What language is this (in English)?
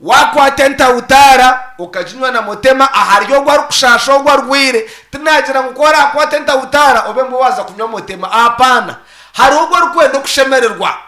Nyankole